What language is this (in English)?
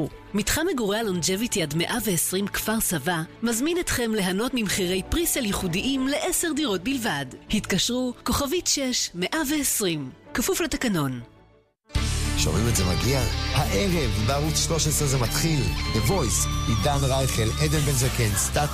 Hebrew